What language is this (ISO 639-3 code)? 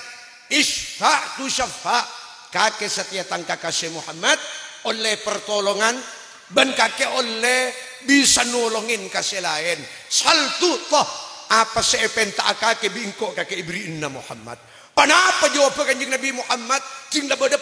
mad